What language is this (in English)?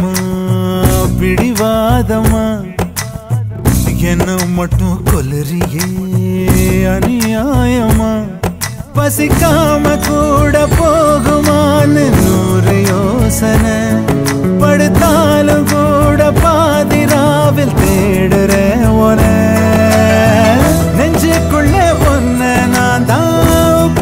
Tamil